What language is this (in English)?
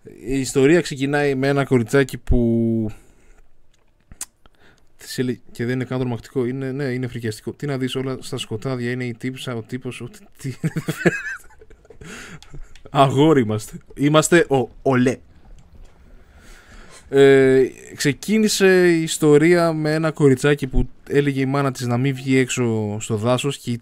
Greek